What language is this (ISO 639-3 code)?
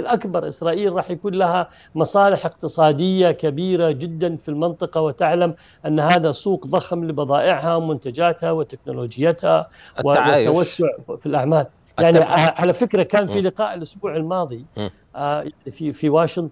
ara